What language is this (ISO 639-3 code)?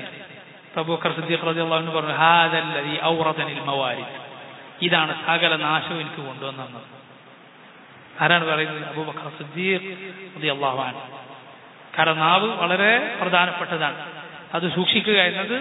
mal